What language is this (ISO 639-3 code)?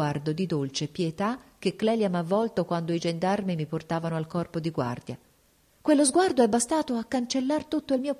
ita